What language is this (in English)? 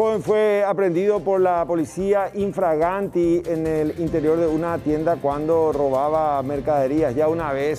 Spanish